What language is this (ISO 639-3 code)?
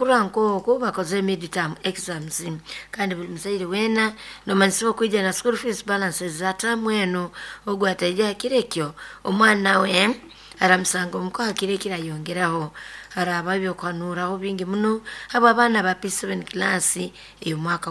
nyo